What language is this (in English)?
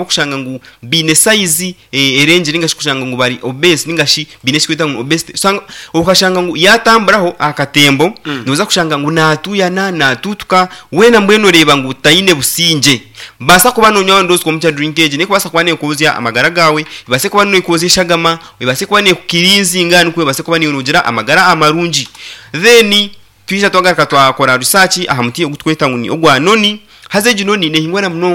Nyankole